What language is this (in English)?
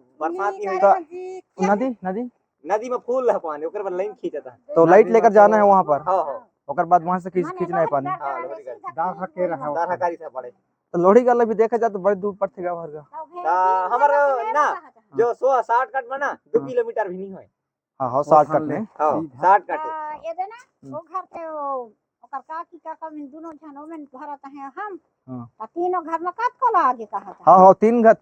Chhattisgarhi